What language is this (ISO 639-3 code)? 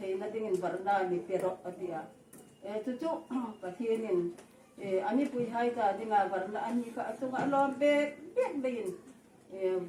hmr